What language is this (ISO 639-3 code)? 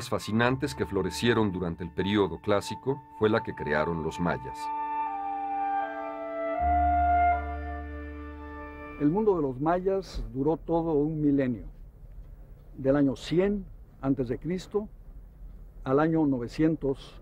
spa